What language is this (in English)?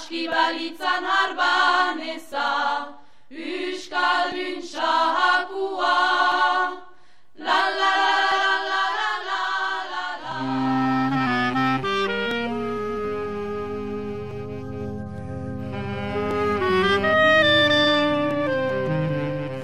Basque